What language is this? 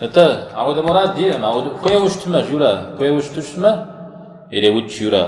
Kabardian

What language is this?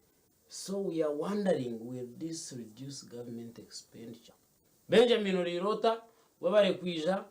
Nyankole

